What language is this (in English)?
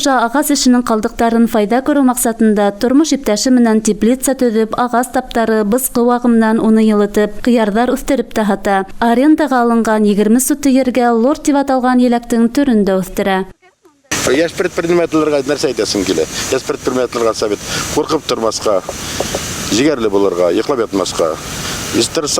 Bashkir